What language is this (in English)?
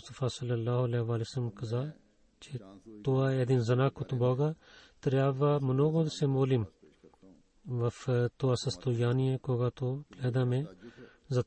Bulgarian